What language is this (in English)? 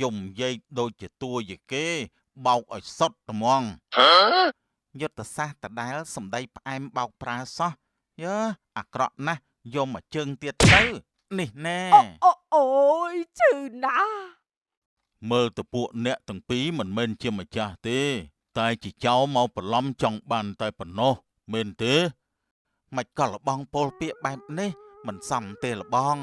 Khmer